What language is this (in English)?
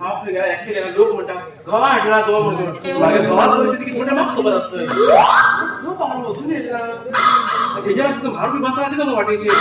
Konkani